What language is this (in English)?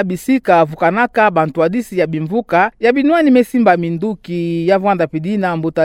Kituba (Democratic Republic of Congo)